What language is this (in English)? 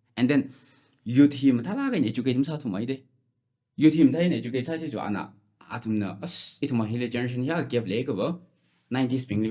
Tangkhul Naga (India)